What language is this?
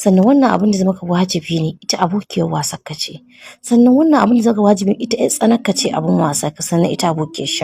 Hausa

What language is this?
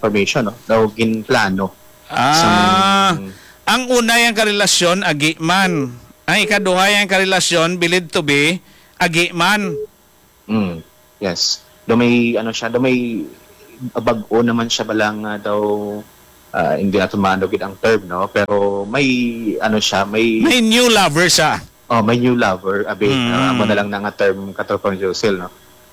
Hiligaynon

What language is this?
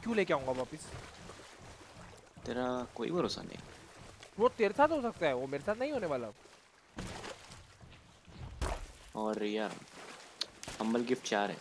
Hindi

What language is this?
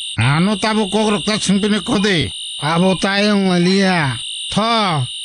Kok Borok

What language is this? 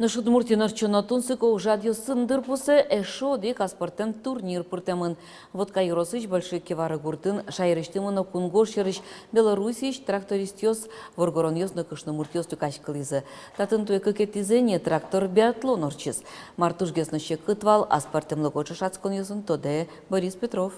Udmurt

